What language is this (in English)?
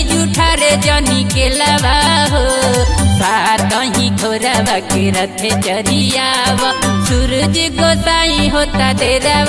Bhojpuri